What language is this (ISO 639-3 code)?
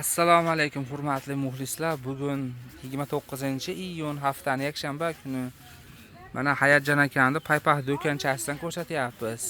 uzb